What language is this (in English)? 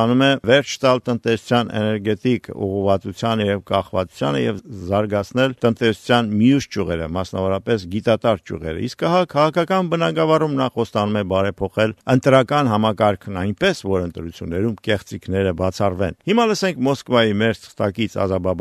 Armenian